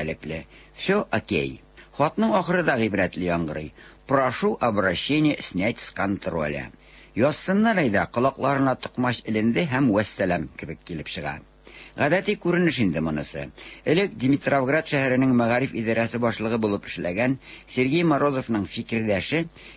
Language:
Tatar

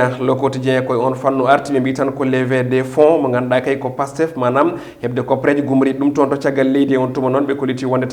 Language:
Fula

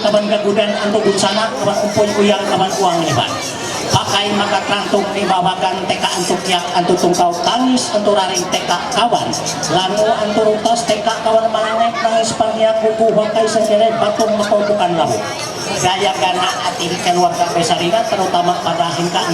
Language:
Ma'anyan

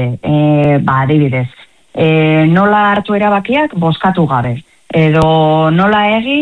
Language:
Basque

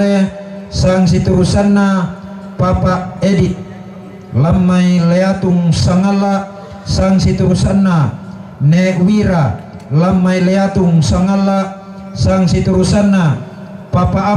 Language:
Toraja-Sa'dan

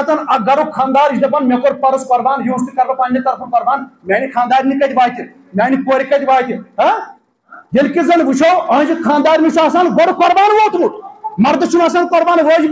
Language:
Kashmiri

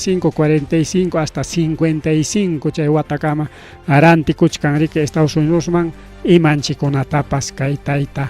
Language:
Ayacucho Quechua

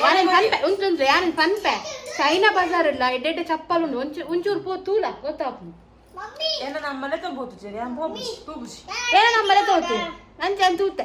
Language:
Tulu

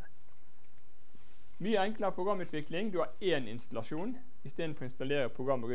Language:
Norwegian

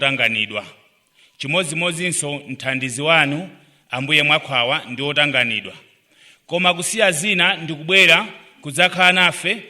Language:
Nyanja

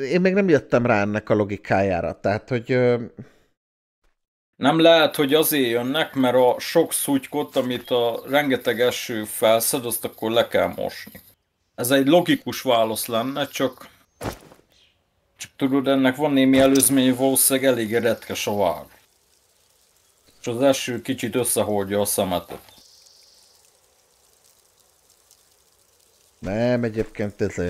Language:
Hungarian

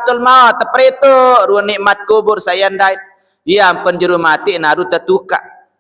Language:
Sasak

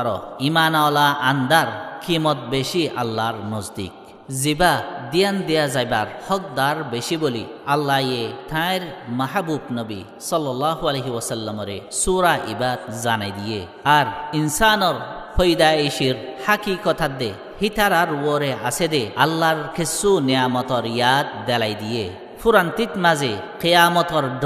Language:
Rohingya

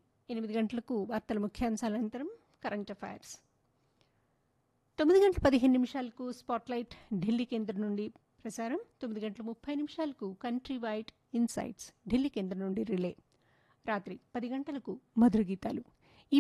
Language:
Telugu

